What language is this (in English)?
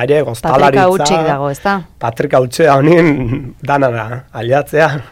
Basque